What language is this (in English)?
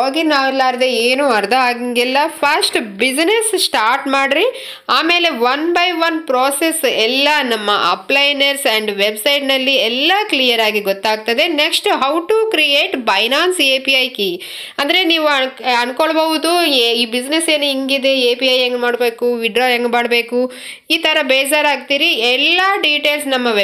Kannada